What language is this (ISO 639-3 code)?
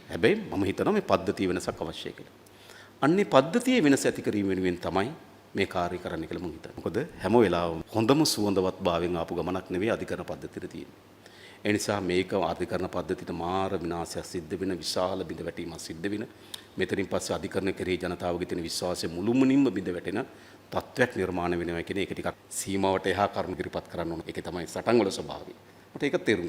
sin